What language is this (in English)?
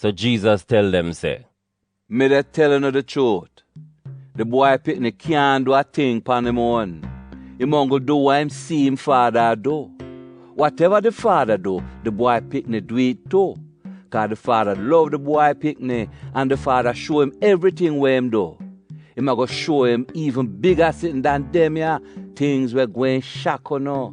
Jamaican Creole English